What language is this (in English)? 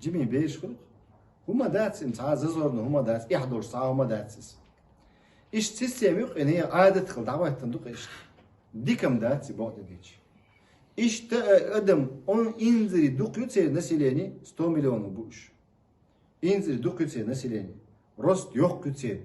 Chechen